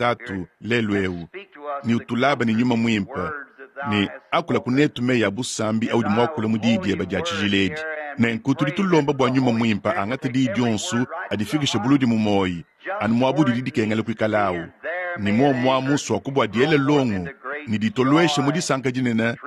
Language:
Luba-Lulua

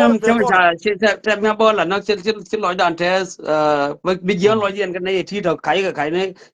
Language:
Nuer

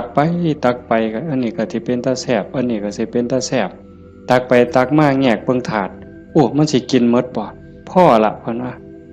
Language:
Northeastern Thai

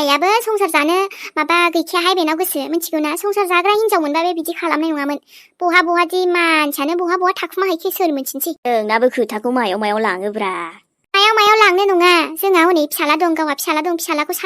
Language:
Bodo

